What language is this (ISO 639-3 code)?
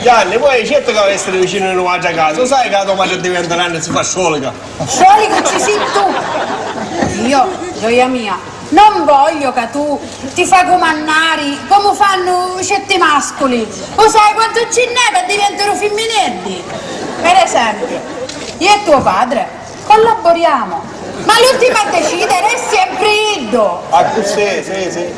scn